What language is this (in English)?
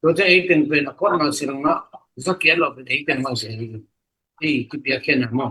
Tedim Chin